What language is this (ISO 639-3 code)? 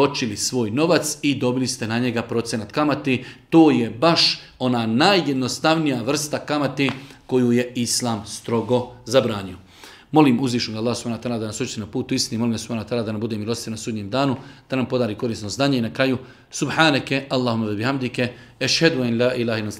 bos